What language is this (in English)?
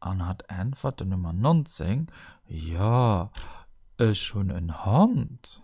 Luxembourgish